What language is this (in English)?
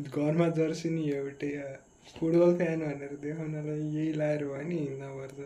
Nepali